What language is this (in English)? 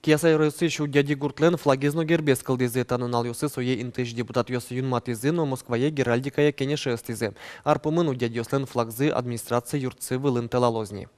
Udmurt